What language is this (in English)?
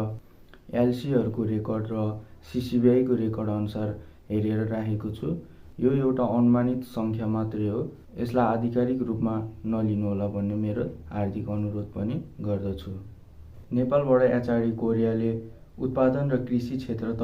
Nepali